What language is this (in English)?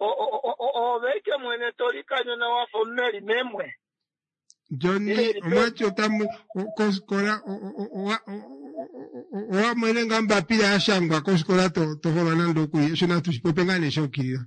Kuanyama